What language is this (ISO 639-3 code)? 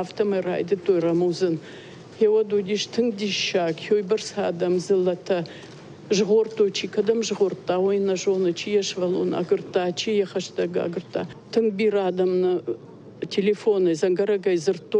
oss